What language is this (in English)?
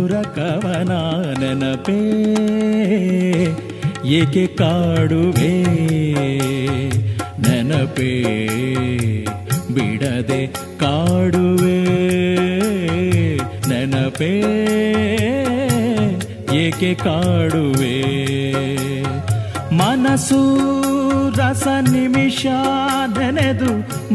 Kannada